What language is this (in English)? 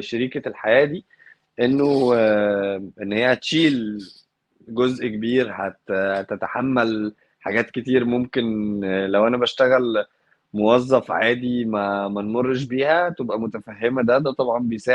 Egyptian Arabic